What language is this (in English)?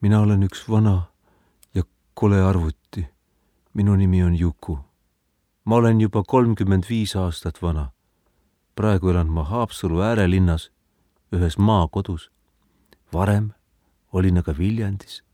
Estonian